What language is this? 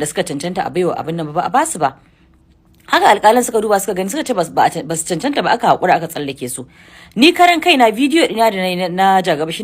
Hausa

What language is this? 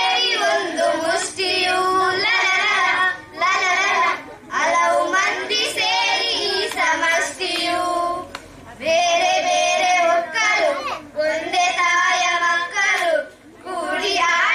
Kannada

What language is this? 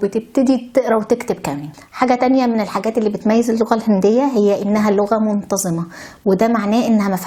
Egyptian Arabic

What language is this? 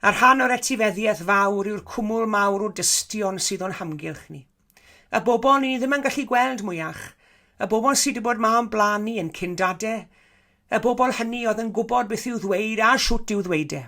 Welsh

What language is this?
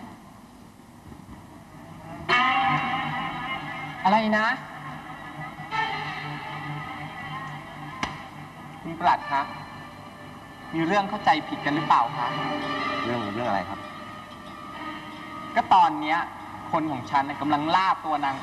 Thai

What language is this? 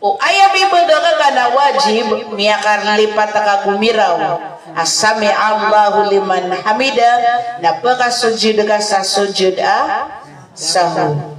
Maranao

